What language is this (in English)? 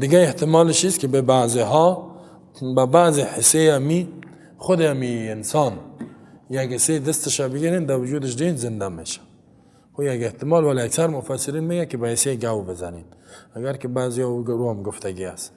Persian